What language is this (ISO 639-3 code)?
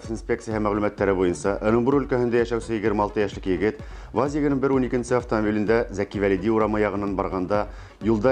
bak